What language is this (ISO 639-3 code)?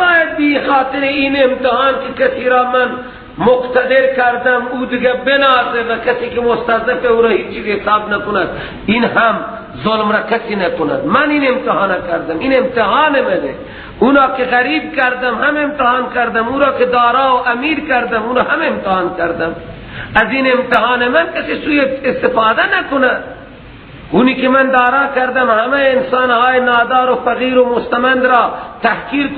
fas